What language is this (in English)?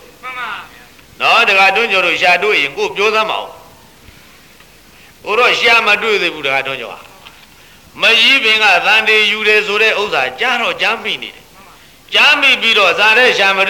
Burmese